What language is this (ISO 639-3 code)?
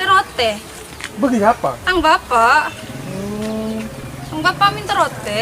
mad